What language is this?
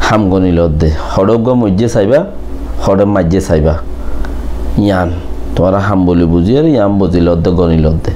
Rohingya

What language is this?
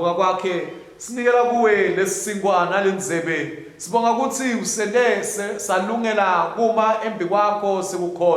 Swati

